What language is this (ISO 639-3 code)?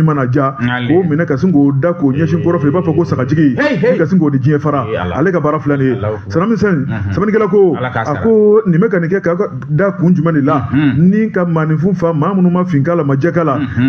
bam